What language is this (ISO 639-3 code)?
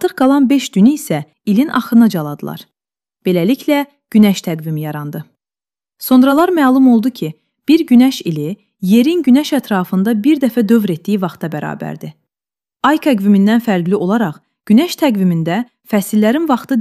aze